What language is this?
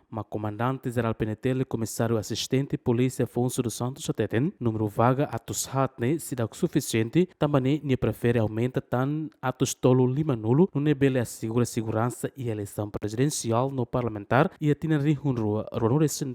Tetum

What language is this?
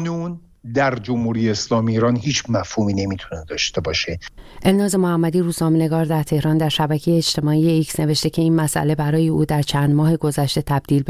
Persian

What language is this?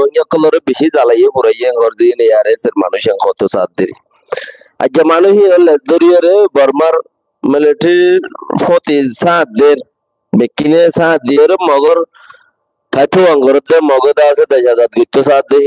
Rohingya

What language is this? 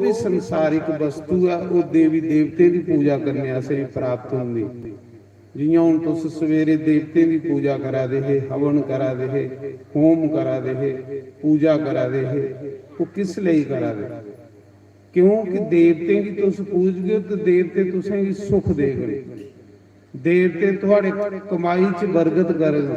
Dogri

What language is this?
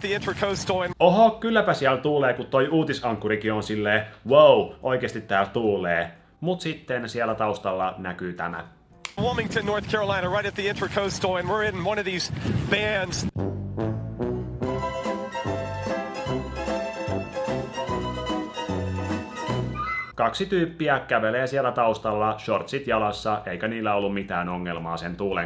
Finnish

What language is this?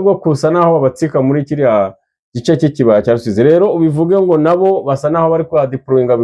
Kinyarwanda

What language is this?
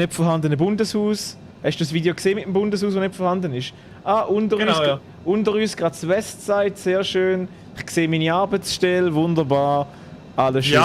Swiss German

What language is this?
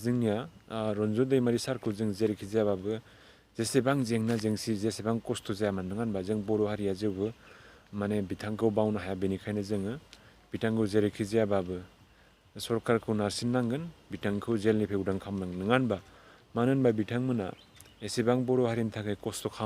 Bodo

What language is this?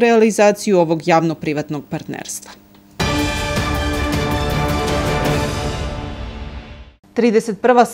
Serbian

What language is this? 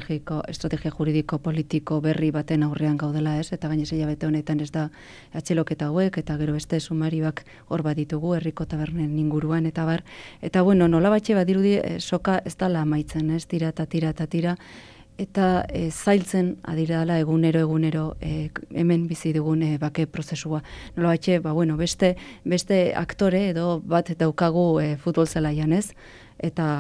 Basque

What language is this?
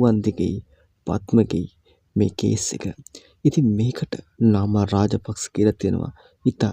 Sinhala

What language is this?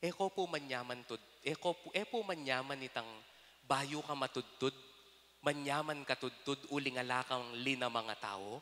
Pampanga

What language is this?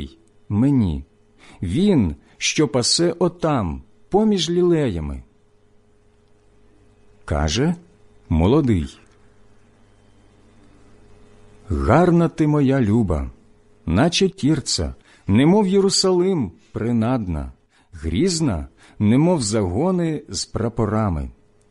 Ukrainian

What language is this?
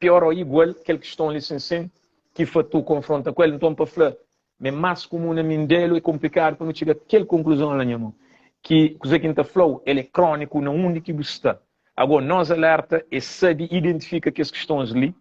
Kabuverdianu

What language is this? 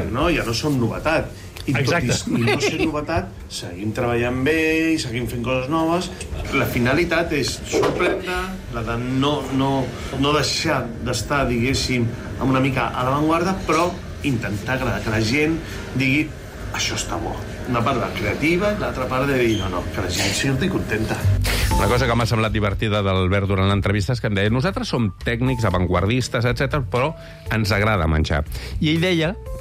Catalan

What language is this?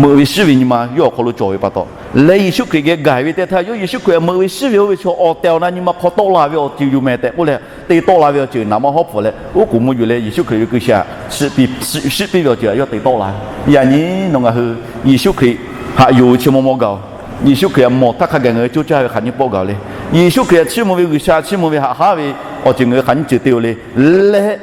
Lahu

